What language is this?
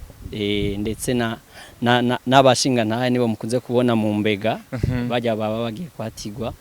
Rundi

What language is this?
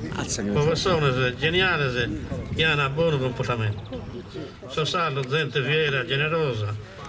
Sardinian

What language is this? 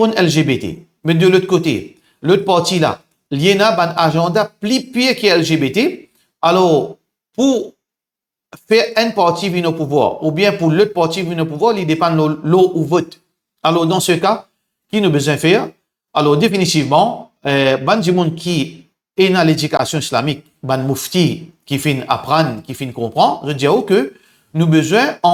Morisyen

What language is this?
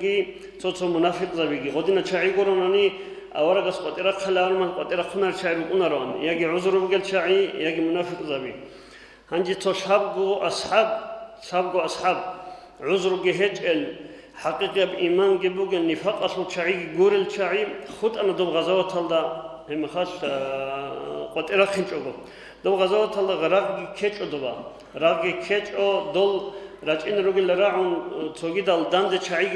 Avaric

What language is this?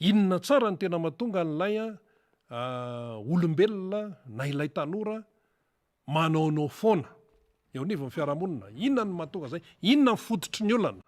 Malagasy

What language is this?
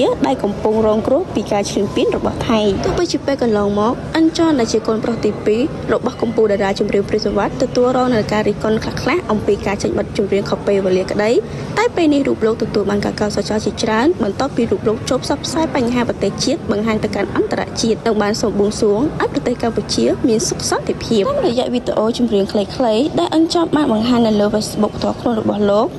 Khmer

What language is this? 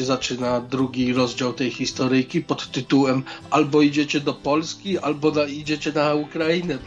Polish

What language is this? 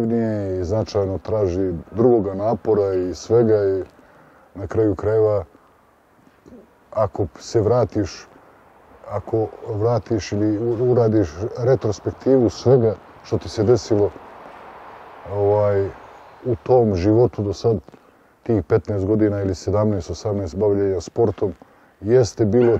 Bosnian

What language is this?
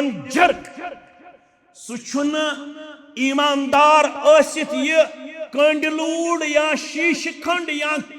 Kashmiri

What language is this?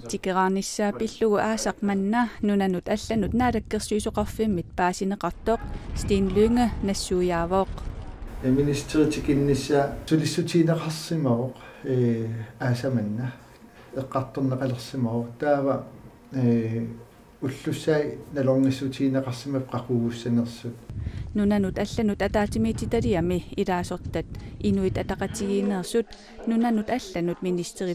Kalaallisut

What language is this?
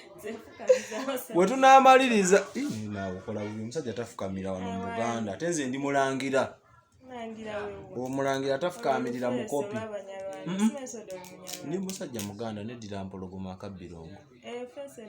Ganda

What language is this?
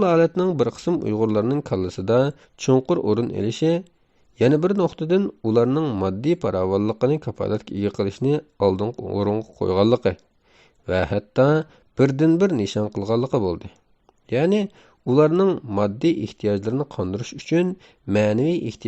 Uyghur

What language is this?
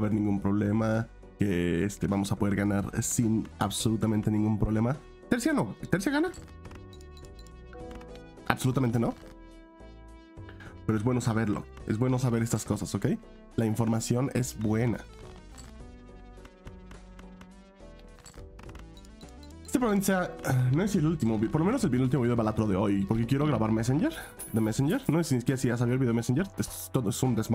Spanish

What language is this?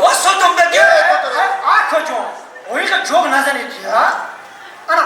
Tajik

